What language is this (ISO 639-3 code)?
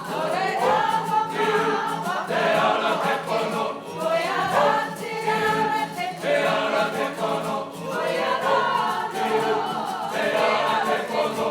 mri